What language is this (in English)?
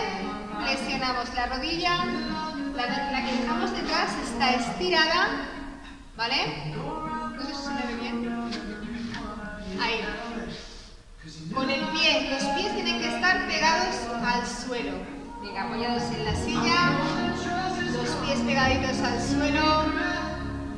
Spanish